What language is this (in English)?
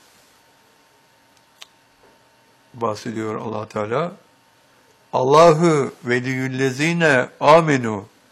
Turkish